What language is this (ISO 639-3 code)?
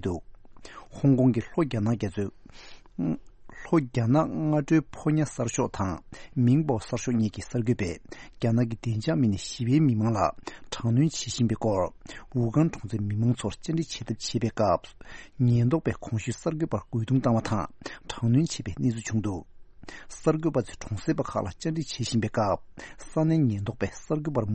bod